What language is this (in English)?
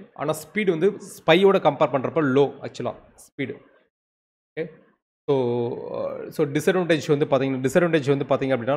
Tamil